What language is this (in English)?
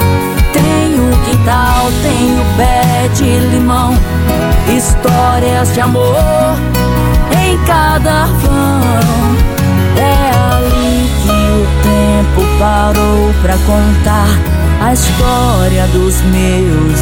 Portuguese